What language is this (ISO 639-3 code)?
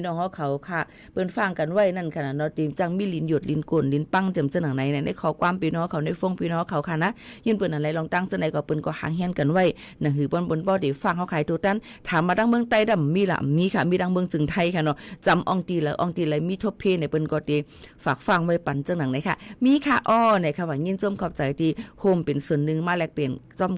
shn